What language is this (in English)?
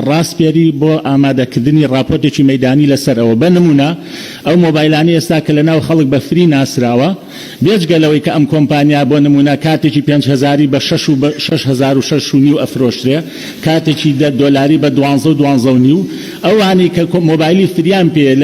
Central Kurdish